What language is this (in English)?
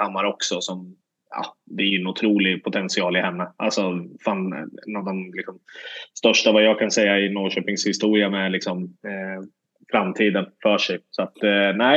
Swedish